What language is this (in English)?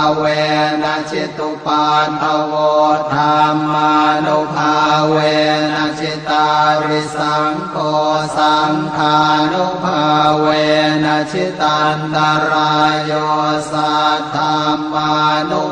Pali